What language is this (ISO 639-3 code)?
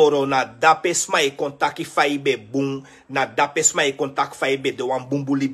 srn